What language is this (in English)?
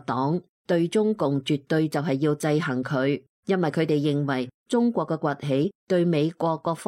Cantonese